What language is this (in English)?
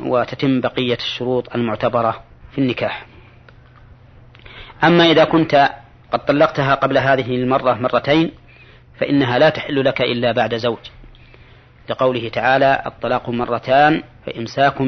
Arabic